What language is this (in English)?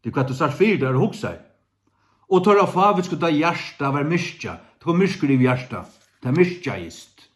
Faroese